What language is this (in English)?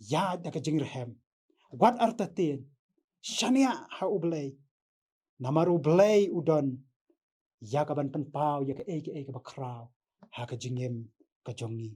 Khasi